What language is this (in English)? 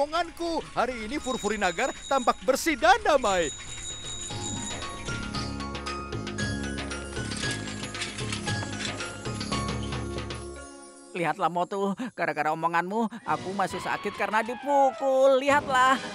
Indonesian